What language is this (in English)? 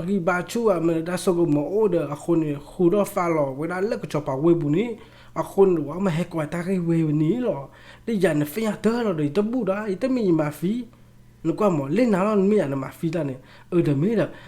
S'gaw Karen